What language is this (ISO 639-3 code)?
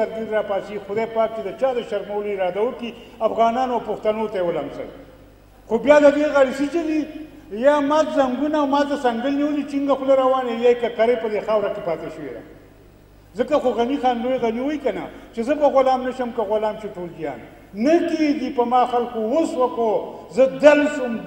pus